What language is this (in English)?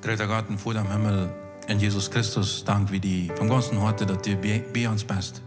Plautdietsch